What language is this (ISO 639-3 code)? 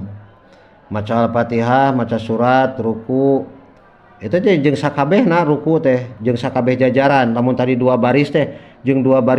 sun